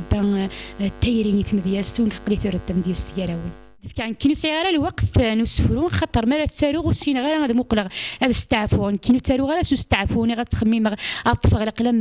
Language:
Kabyle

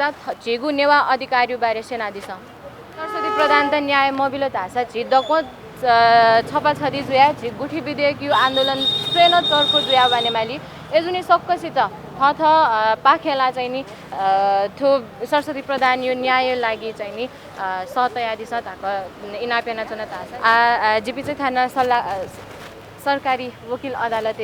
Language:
Newari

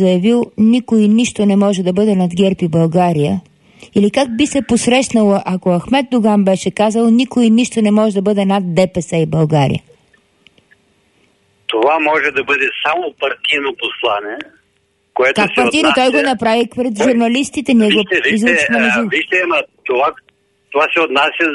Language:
Bulgarian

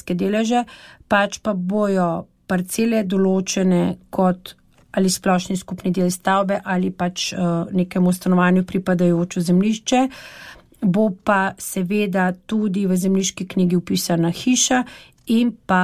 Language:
Slovenian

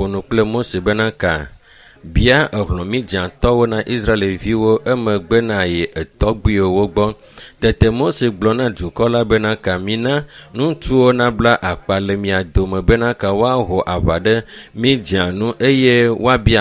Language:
Ewe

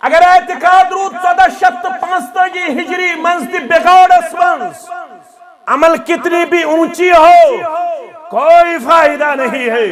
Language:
Kashmiri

